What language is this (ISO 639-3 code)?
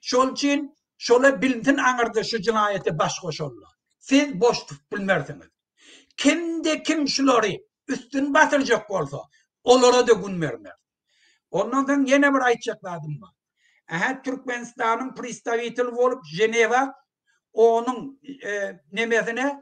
tuk